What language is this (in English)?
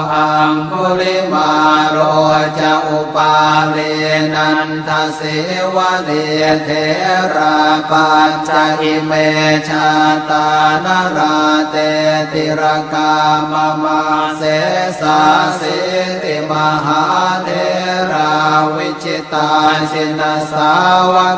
Pali